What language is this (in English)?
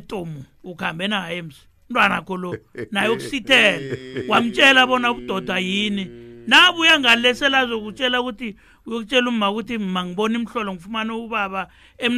South Ndebele